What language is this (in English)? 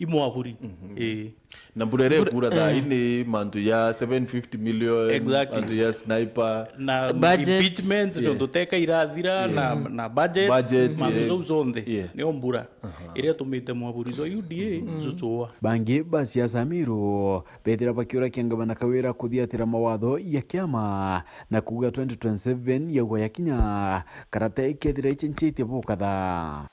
Meru